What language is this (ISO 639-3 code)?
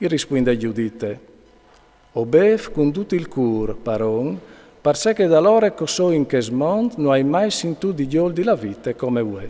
fur